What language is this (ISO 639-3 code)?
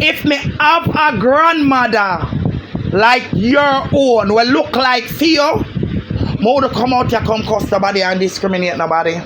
jam